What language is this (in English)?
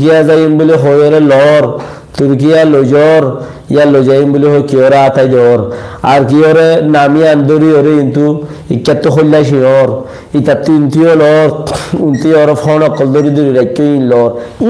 Rohingya